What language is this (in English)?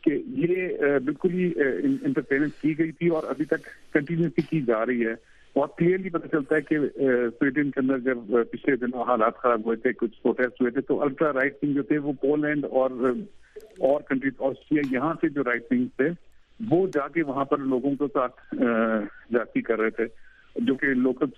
Urdu